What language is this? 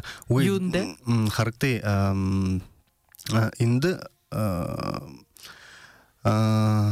Buriat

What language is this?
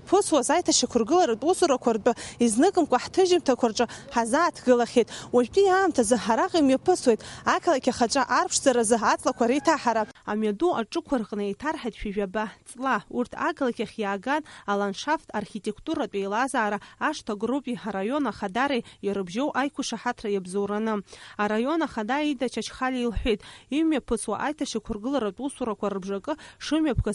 Abkhazian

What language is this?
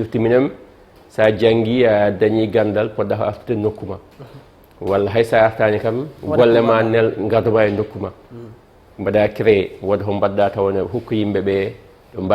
Fula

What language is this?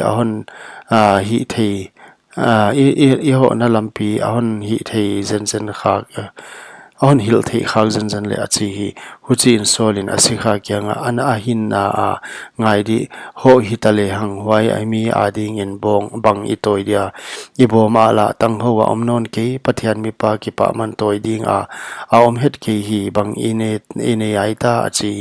Paite Chin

